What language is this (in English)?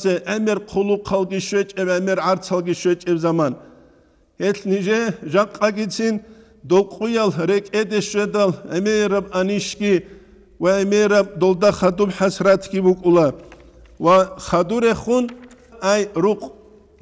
Avaric